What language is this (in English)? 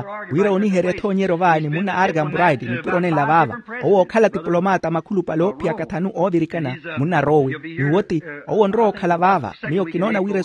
Makhuwa